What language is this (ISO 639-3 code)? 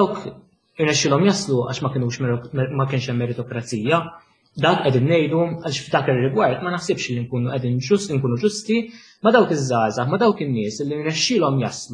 mlt